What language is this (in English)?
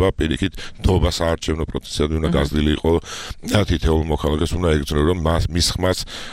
Georgian